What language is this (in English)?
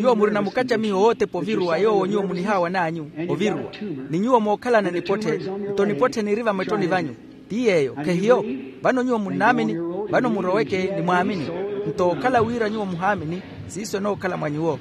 Makhuwa